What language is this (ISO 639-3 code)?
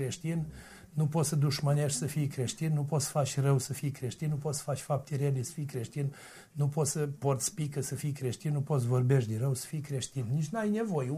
ron